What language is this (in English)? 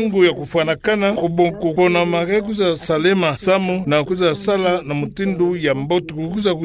Kituba (Democratic Republic of Congo)